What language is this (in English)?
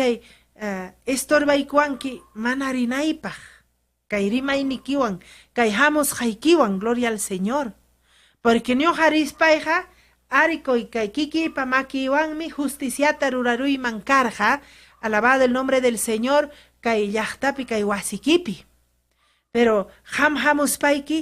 Ayacucho Quechua